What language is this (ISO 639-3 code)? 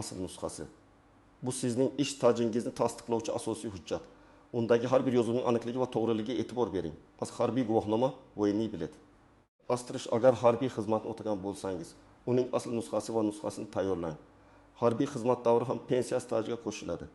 uzb